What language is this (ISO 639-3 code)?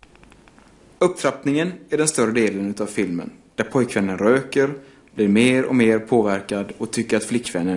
swe